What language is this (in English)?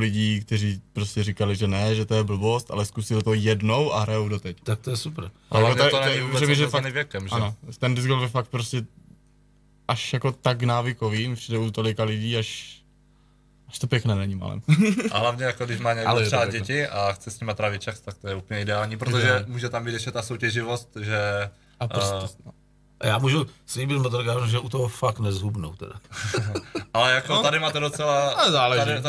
Czech